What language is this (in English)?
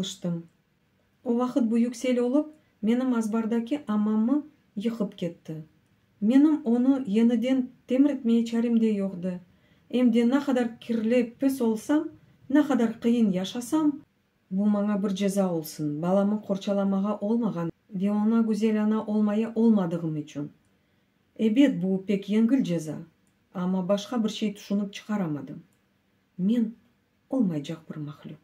Crimean Tatar